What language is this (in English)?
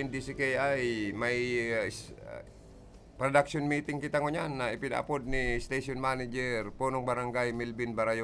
Bikol